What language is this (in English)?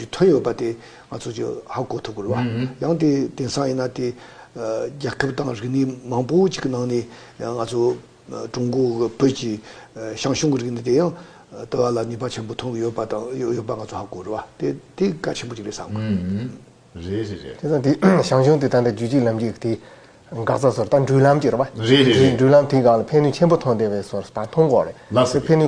Tibetan